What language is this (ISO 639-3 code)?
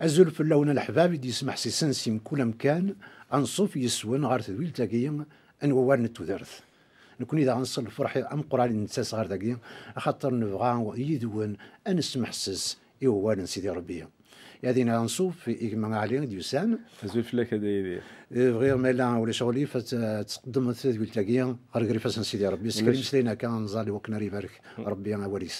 kab